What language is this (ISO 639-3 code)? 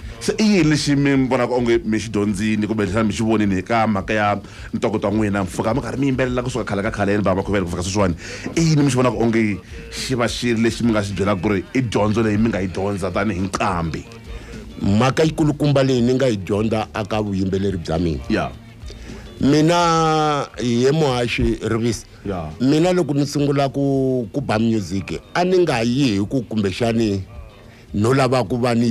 tso